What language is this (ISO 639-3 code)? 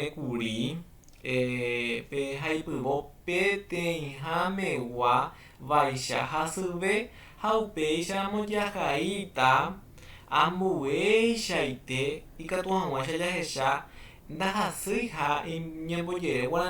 grn